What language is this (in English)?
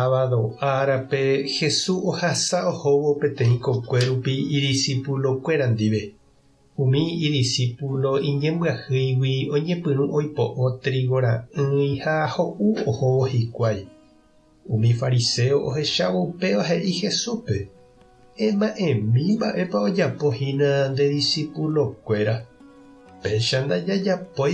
Guarani